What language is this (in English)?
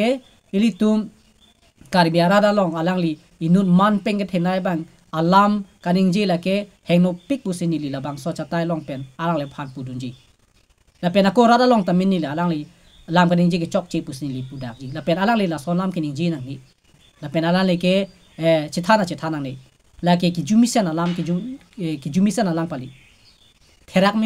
Karbi